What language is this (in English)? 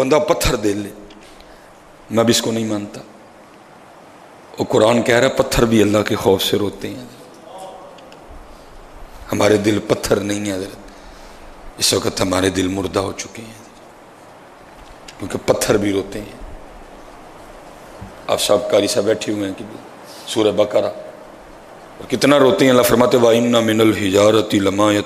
Urdu